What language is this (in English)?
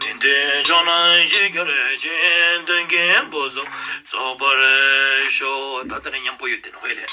Ladakhi